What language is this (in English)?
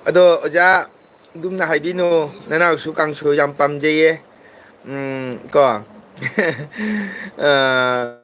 Manipuri